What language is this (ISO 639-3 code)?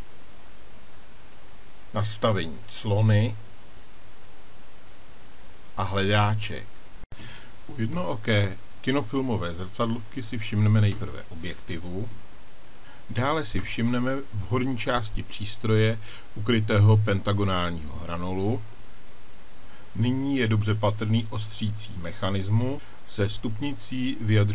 ces